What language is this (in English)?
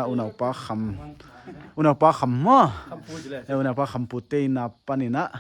Paite Chin